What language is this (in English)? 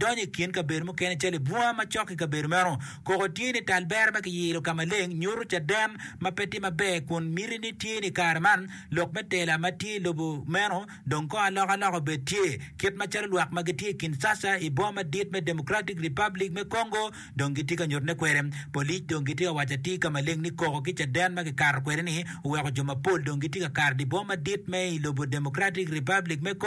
Acoli